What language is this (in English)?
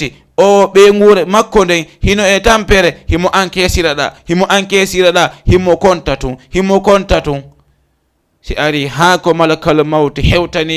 Fula